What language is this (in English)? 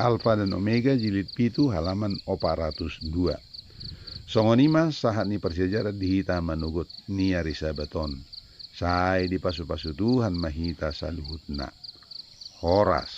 Batak Toba